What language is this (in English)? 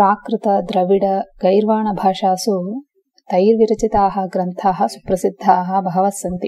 Sanskrit